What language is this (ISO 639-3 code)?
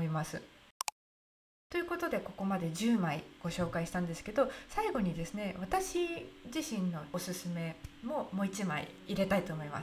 jpn